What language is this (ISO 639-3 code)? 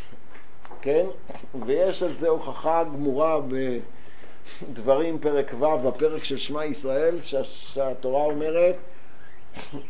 heb